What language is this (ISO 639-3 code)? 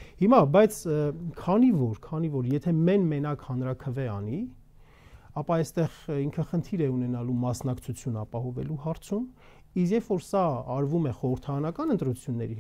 hye